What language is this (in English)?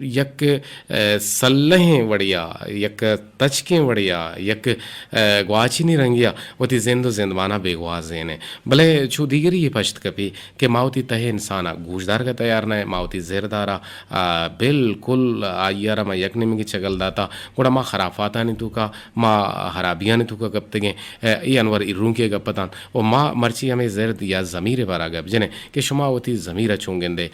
Eastern Balochi